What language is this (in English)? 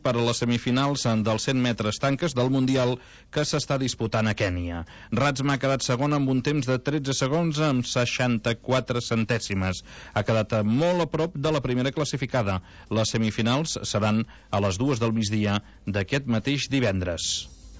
Catalan